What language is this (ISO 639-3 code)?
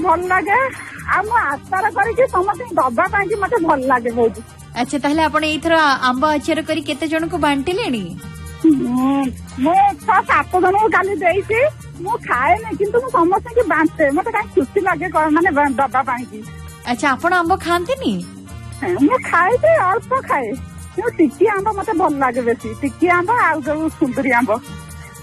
ori